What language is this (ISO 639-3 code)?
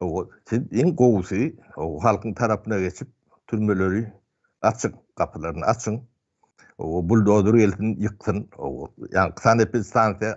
tuk